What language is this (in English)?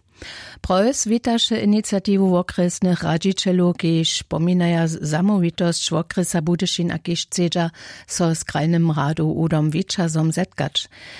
Upper Sorbian